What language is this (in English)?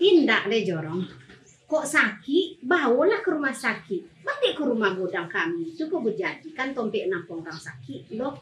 Minangkabau